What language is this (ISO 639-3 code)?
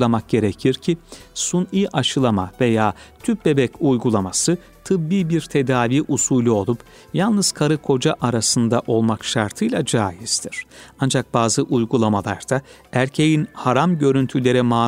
tur